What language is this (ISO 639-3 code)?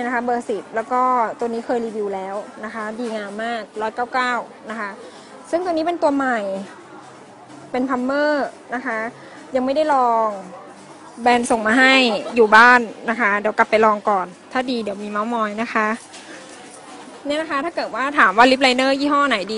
tha